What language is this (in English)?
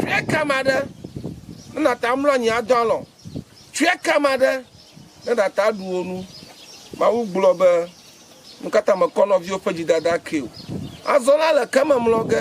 Ewe